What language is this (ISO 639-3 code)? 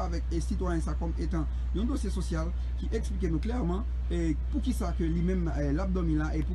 hat